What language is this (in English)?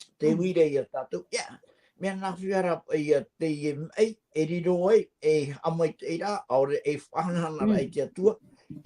Tahitian